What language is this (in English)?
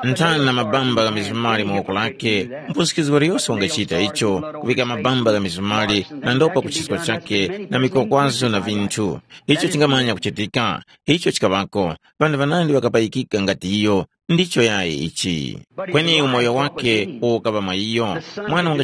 Tumbuka